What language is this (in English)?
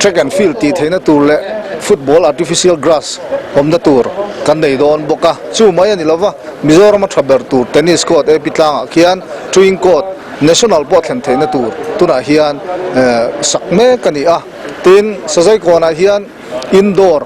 Mizo